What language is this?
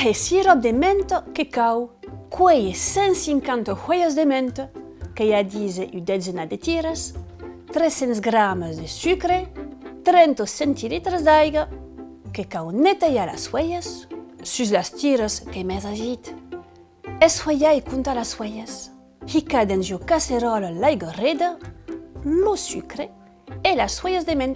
Occitan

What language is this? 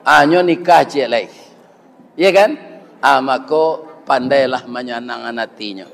Minangkabau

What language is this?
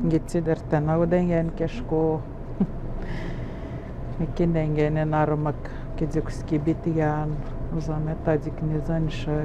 Atikamekw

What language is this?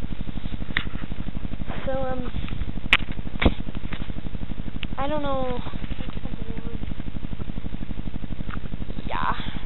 English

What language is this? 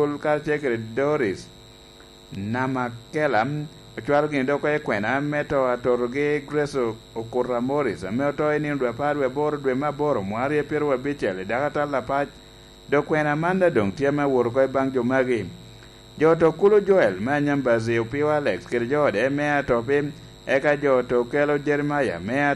Lango (Uganda)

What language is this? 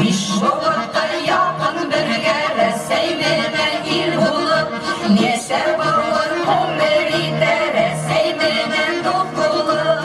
Bashkir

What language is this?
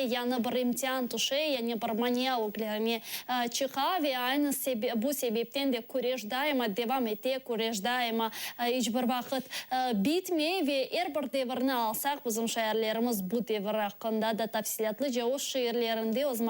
Crimean Tatar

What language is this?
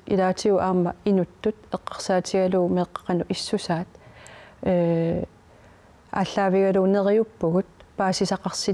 Kalaallisut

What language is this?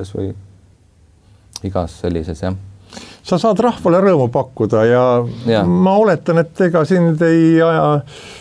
Estonian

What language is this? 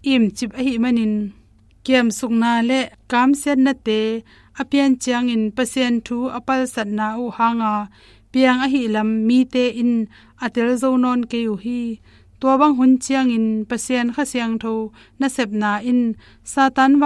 Tedim Chin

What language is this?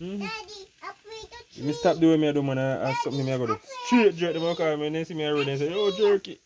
Jamaican Creole English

